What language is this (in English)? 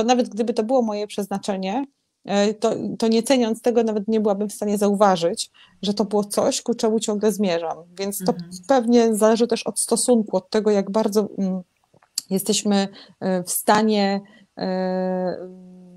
Polish